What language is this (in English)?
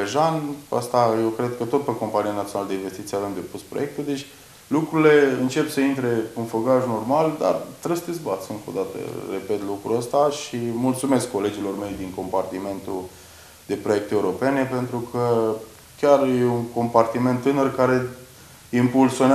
Romanian